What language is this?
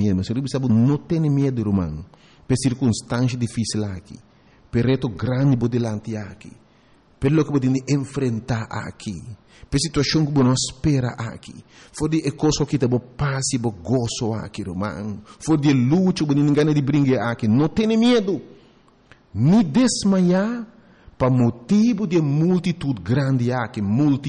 Papiamento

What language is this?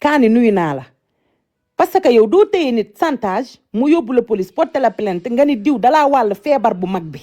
Wolof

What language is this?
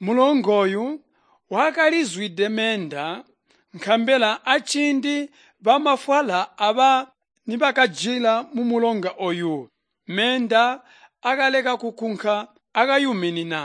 Tonga (Zambia)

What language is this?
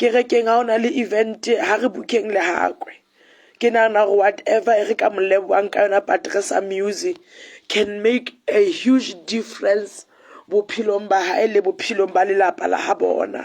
Southern Sotho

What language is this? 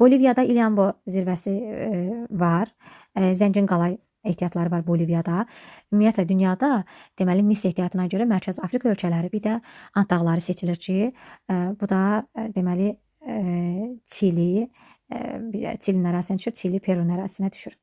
Azerbaijani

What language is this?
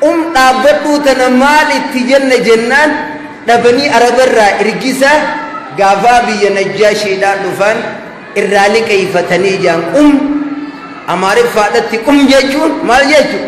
Oromo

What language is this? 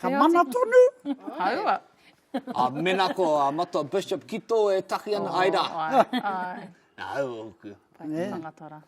Māori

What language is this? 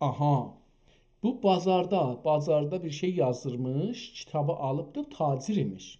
South Azerbaijani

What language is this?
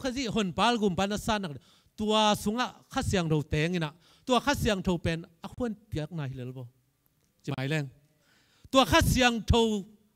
Tedim Chin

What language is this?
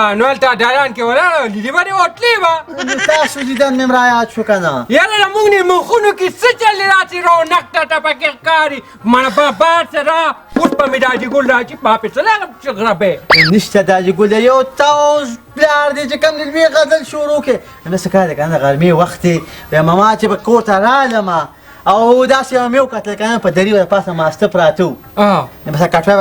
Pashto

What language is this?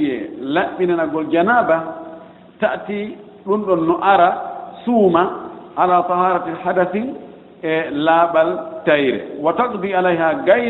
Fula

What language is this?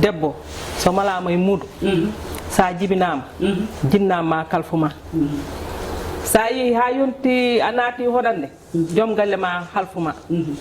Fula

